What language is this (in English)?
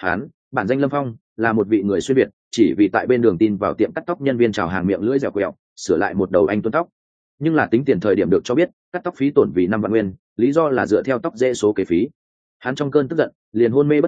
Vietnamese